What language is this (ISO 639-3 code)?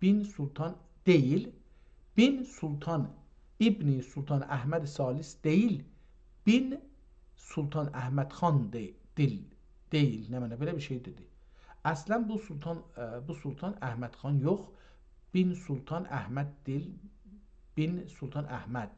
azb